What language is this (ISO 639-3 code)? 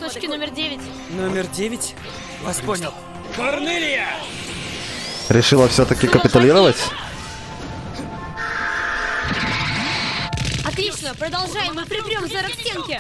rus